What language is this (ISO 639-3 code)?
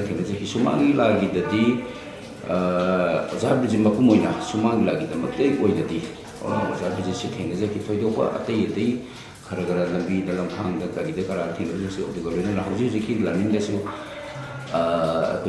mni